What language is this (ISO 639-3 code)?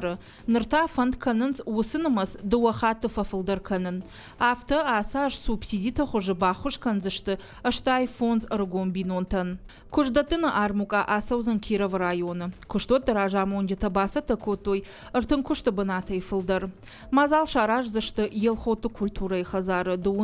oss